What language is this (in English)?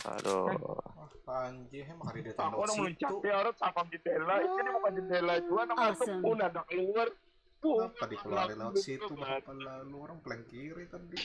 Banjar